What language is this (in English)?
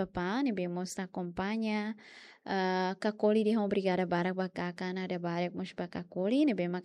Tetum